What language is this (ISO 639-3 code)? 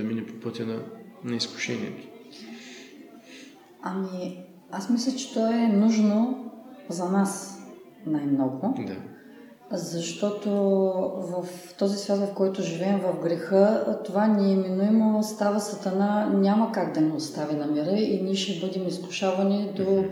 bul